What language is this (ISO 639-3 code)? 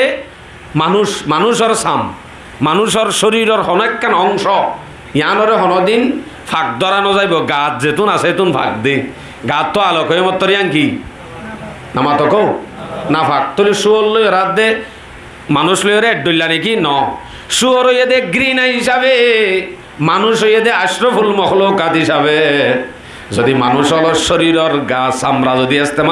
rhg